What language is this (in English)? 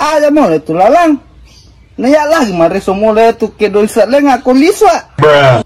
Buginese